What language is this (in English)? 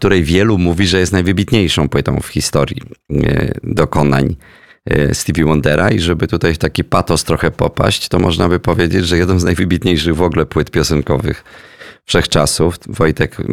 Polish